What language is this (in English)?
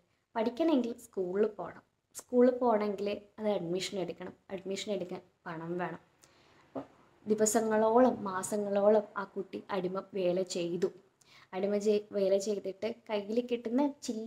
Malayalam